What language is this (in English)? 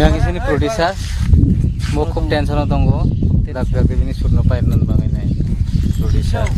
Kok Borok